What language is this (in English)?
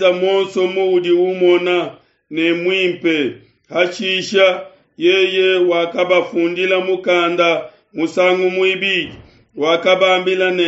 Luba-Lulua